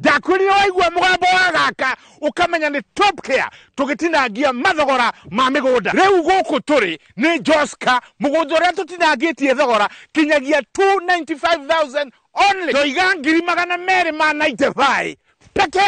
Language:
Kikuyu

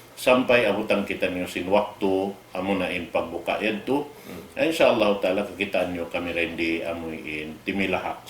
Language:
Tausug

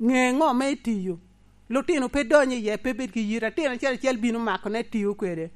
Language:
Lango (Uganda)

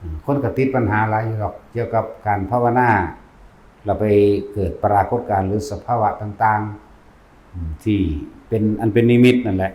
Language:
Lao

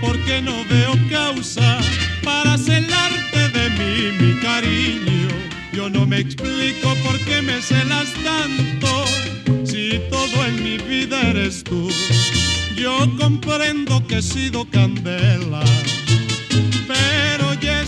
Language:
Spanish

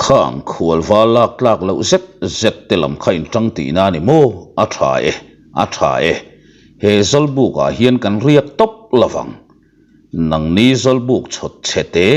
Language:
Mizo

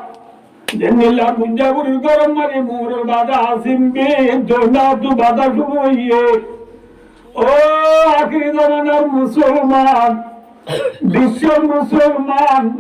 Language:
Rohingya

